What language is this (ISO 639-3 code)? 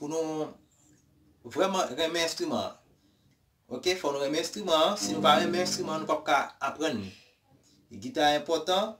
hat